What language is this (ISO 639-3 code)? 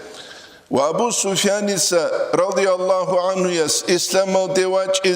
ava